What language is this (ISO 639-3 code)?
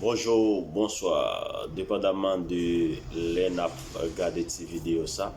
hat